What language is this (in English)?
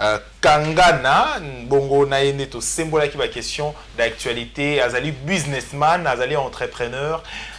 Lingala